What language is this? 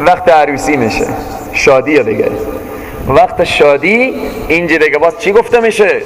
Persian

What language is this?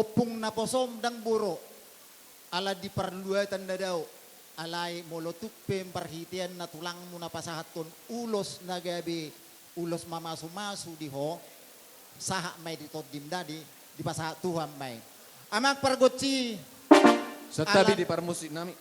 Batak Toba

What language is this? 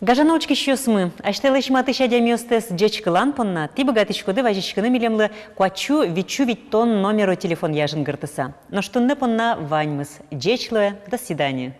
Udmurt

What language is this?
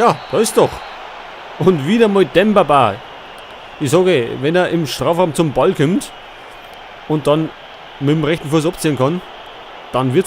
Bavarian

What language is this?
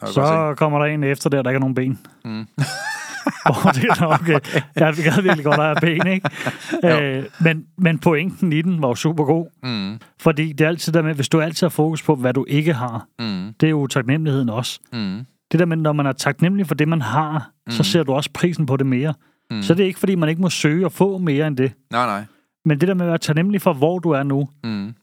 Danish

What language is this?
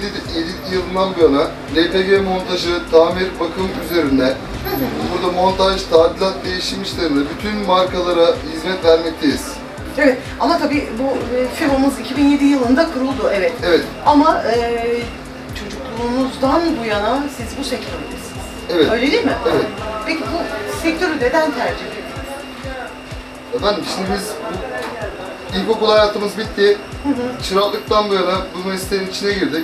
Turkish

